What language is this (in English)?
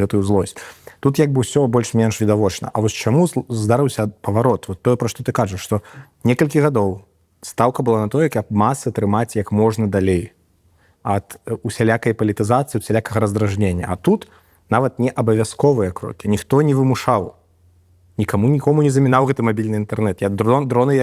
Belarusian